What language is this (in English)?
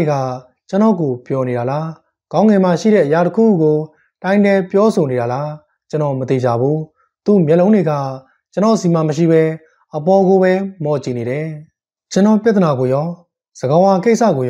Burmese